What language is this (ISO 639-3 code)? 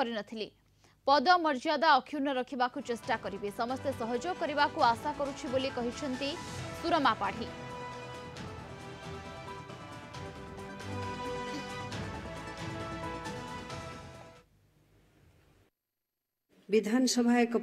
ori